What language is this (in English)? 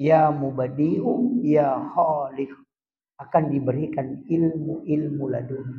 Buginese